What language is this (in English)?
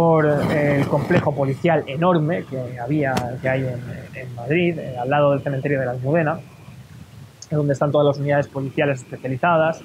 Spanish